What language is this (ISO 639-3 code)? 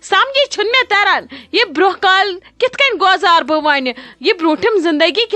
kas